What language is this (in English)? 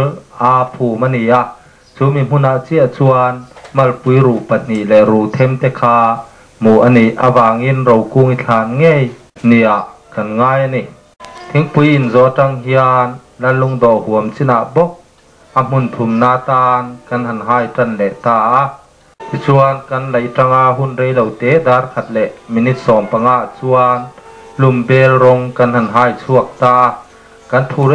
Mizo